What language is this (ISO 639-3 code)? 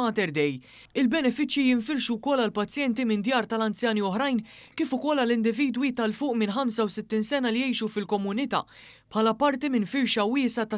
mlt